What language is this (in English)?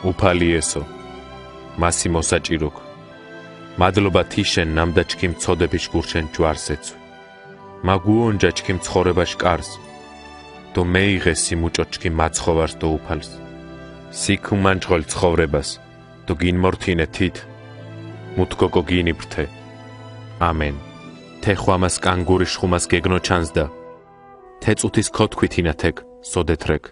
Mingrelian